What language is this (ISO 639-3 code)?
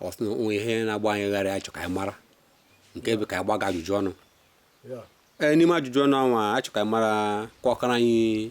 ibo